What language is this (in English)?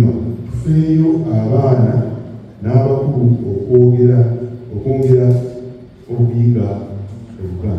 Ganda